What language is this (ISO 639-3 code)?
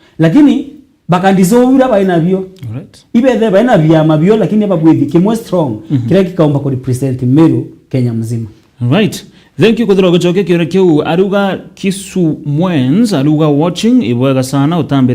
mer